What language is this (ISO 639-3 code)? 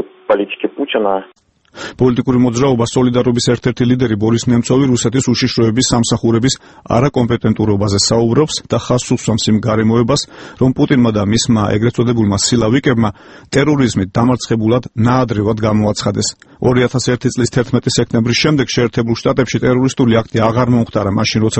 kat